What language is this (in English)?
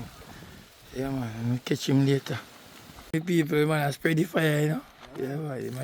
Jamaican Creole English